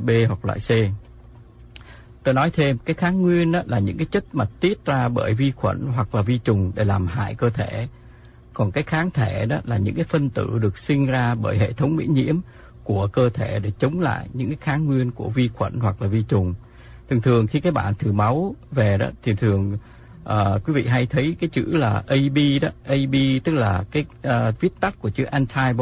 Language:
Vietnamese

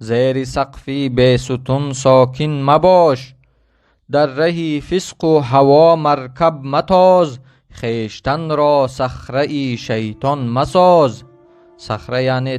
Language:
Tajik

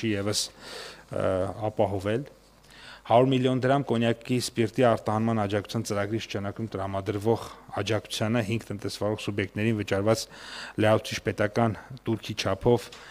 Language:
Armenian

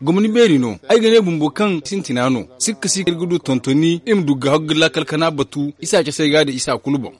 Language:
Zarma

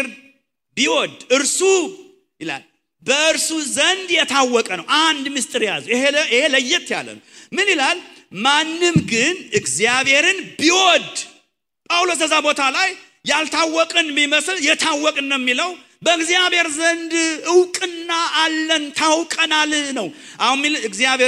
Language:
Amharic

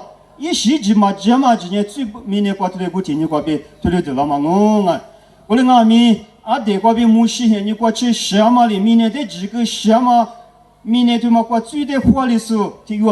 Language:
Lisu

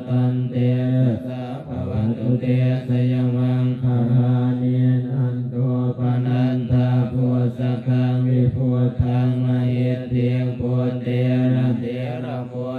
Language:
Pali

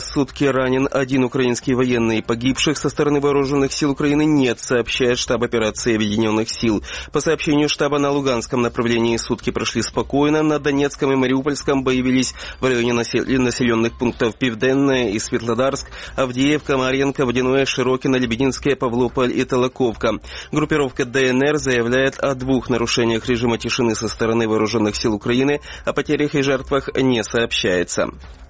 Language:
Russian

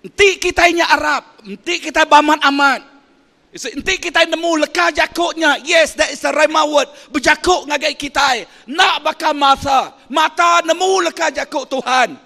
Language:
Iban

